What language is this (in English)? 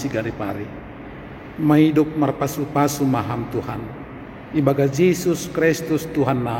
Batak Simalungun